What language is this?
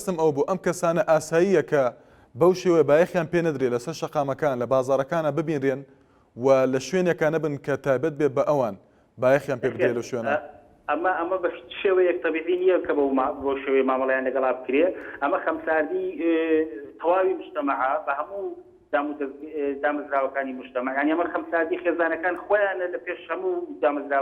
Central Kurdish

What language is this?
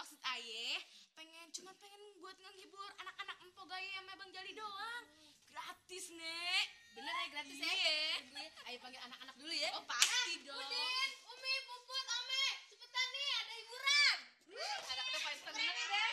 Betawi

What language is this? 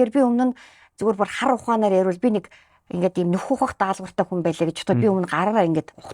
Mongolian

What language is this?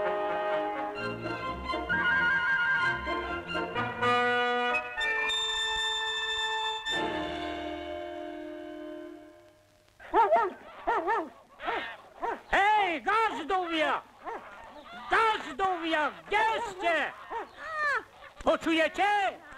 Slovak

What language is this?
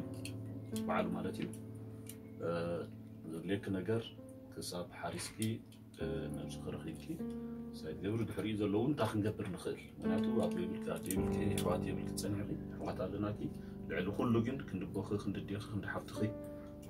Tigrinya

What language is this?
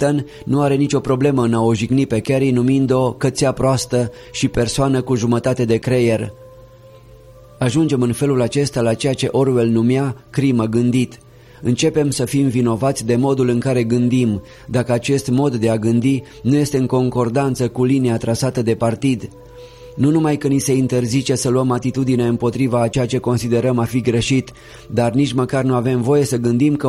Romanian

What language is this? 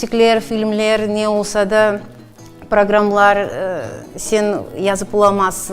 Crimean Tatar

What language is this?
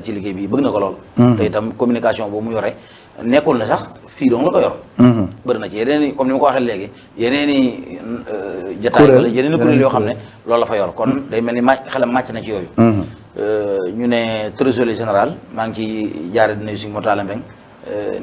Wolof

